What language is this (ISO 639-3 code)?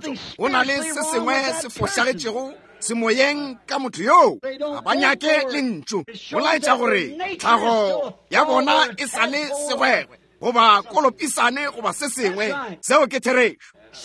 nso